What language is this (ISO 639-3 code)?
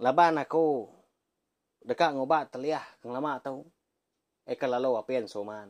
iba